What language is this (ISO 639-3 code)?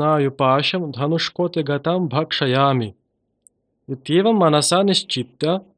san